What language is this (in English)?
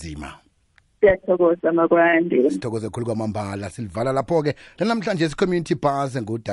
South Ndebele